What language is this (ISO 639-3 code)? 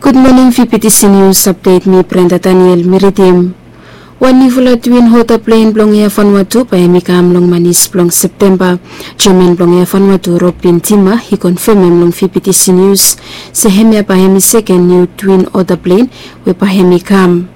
bis